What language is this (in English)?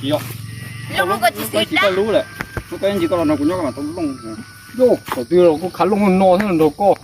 Hmong